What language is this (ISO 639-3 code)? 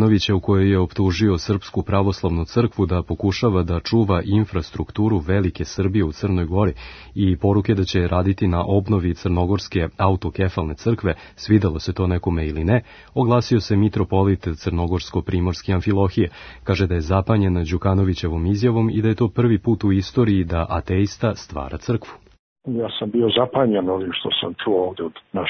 srp